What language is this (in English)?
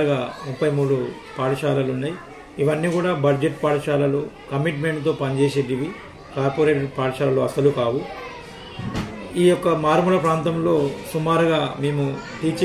Telugu